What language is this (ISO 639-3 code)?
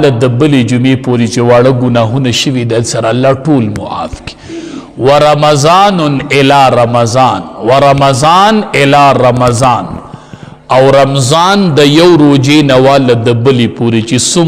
pus